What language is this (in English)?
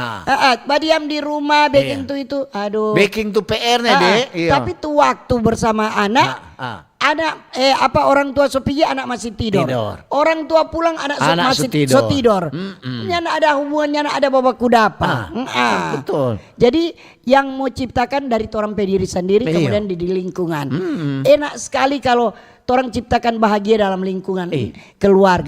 Manado Malay